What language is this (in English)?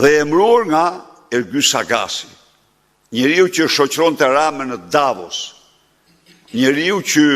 Albanian